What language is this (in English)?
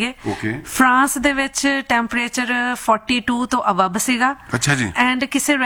Punjabi